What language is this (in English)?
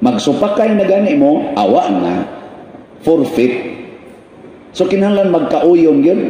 Cebuano